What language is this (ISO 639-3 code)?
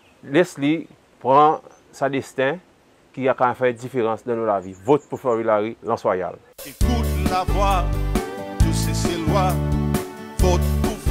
crs